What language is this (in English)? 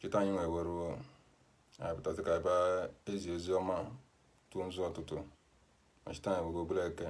Igbo